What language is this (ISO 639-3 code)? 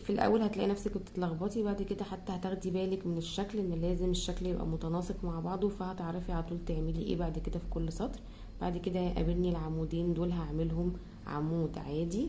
arz